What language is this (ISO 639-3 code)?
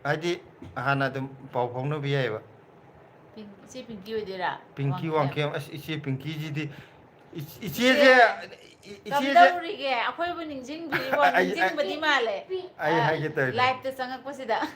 mni